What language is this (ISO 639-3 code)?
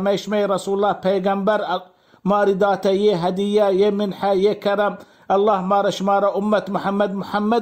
bal